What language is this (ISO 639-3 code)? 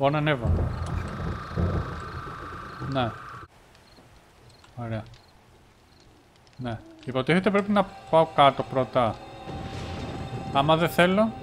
ell